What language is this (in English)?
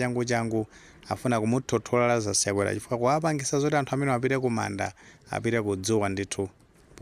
Nyanja